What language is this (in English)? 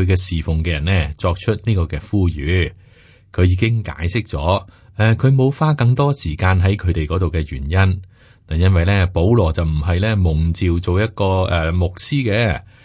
Cantonese